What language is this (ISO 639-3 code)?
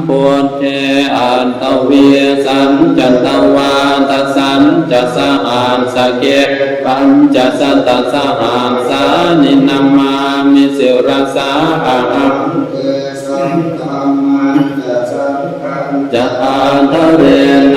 pli